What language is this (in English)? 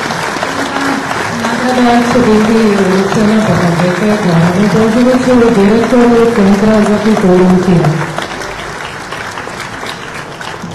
Serbian